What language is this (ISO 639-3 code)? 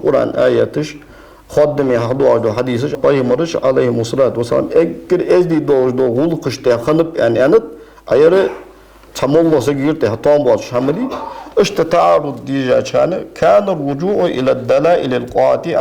inh